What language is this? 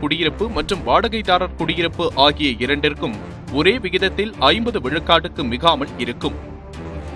Tamil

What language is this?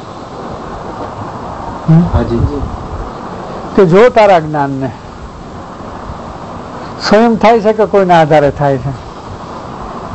Gujarati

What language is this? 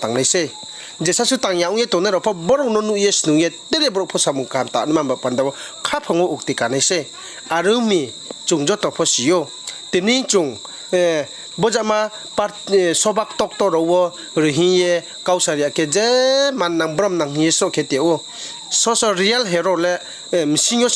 Riang (India)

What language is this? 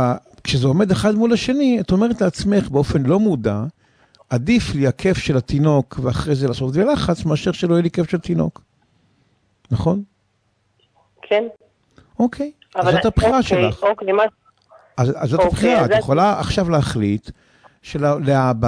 Hebrew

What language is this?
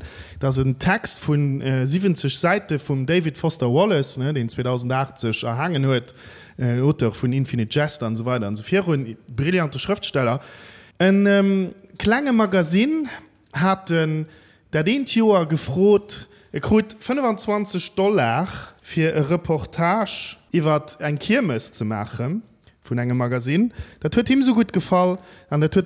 Luxembourgish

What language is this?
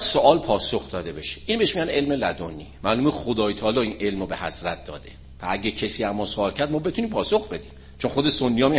Persian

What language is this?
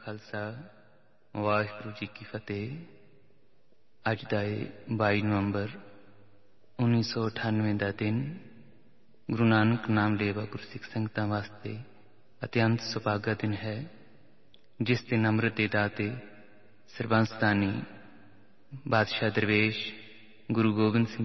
Punjabi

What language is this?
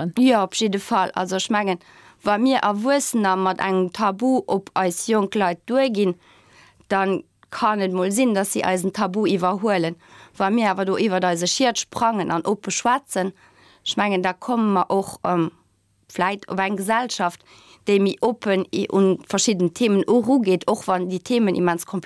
Luxembourgish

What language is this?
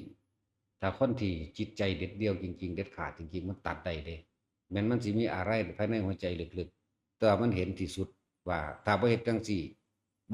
Lao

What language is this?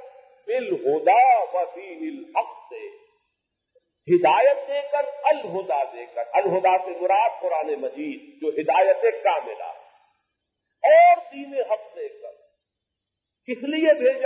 Urdu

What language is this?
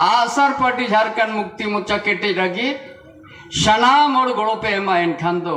Santali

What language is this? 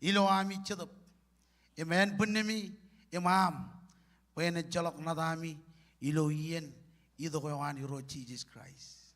Marshallese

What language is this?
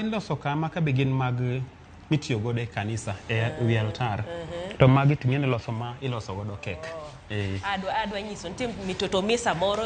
Luo (Kenya and Tanzania)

